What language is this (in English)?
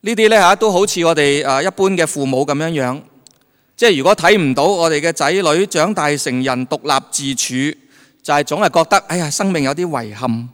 Cantonese